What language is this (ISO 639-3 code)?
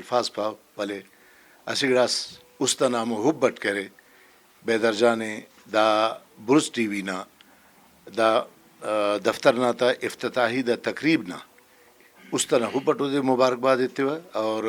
brh